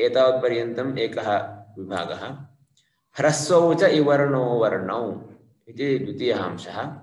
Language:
Sanskrit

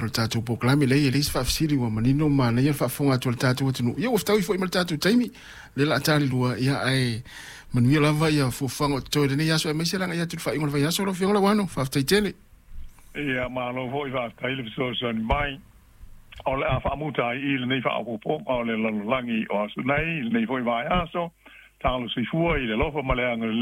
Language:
Samoan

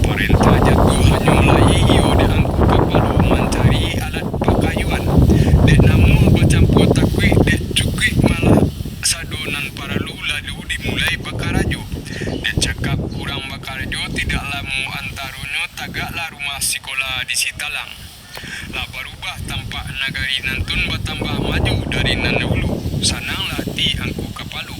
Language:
Minangkabau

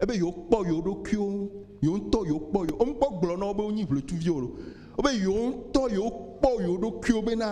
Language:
Ewe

